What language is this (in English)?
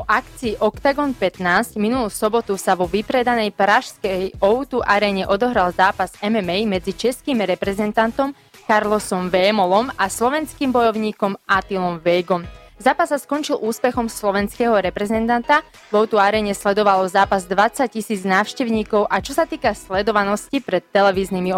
Slovak